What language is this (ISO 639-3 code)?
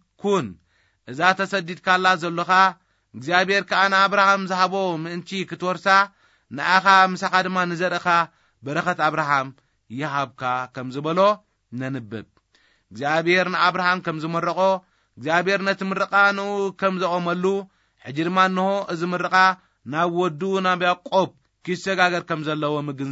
tir